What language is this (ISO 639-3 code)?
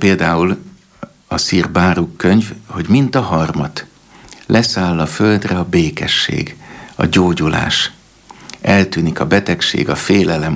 hun